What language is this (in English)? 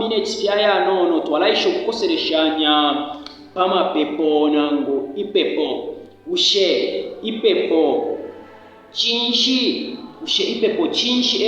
Bemba